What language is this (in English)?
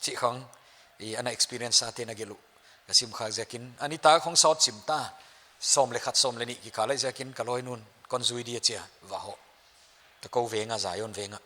Paite Chin